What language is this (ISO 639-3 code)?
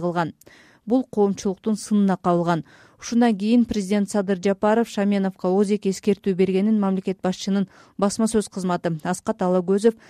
kir